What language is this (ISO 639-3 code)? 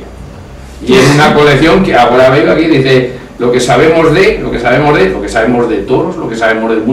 arg